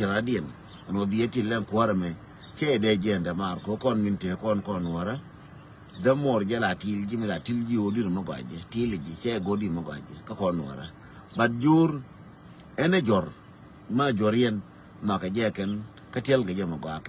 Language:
Nuer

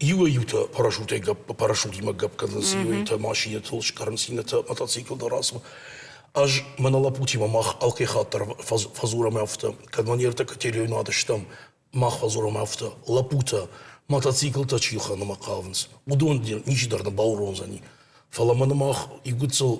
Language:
Ossetic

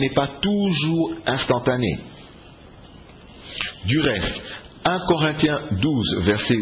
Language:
French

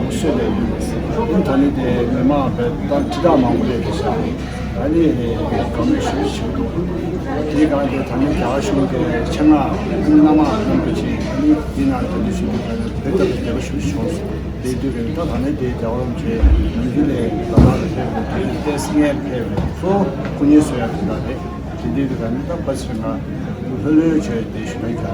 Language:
Tibetan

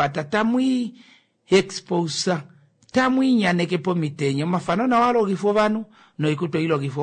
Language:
Kuanyama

